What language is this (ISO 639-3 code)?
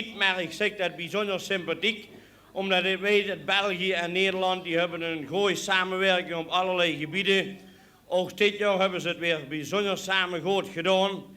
lim